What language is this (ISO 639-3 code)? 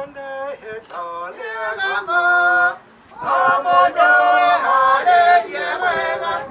kik